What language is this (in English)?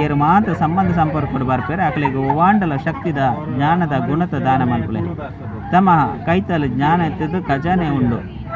Tulu